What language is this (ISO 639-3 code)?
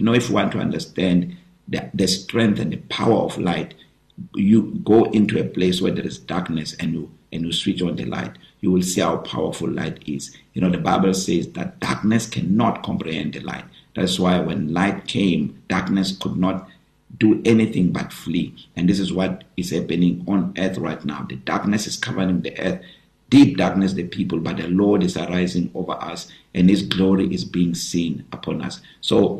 eng